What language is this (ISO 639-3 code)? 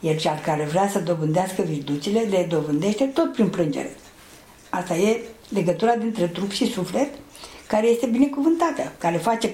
ron